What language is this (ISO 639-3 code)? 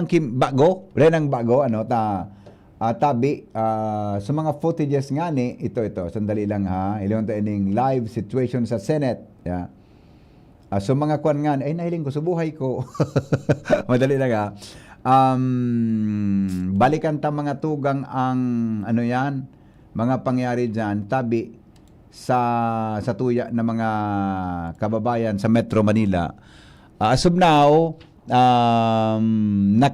bik